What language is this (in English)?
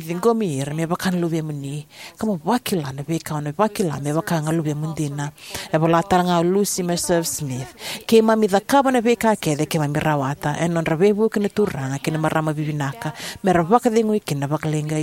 Fijian